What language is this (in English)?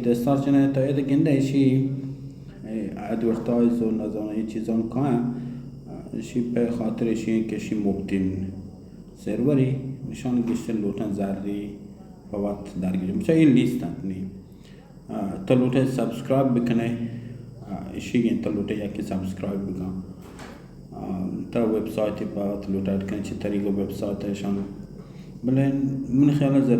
Baluchi